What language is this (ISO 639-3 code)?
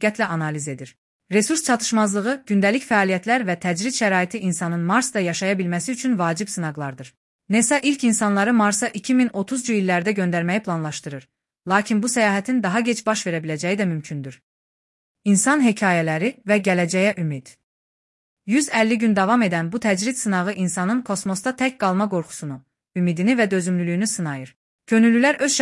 aze